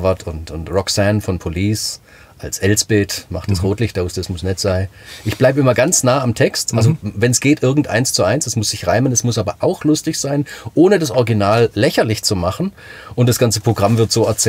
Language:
German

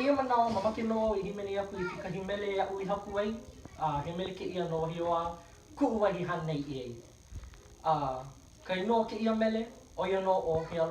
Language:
Hawaiian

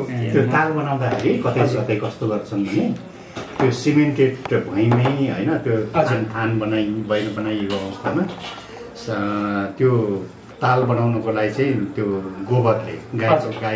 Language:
Nepali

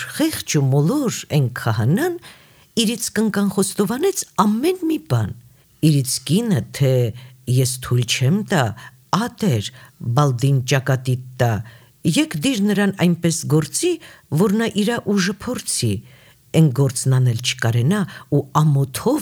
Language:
Armenian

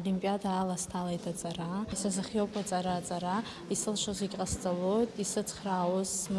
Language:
Abkhazian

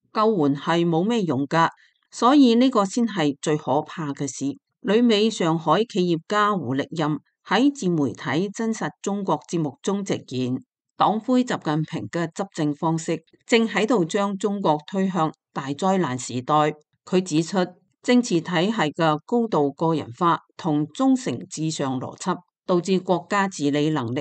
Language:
Cantonese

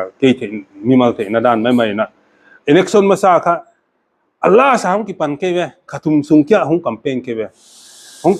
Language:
Paite Chin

